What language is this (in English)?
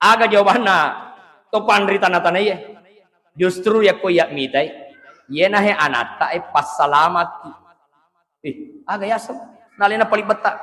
Buginese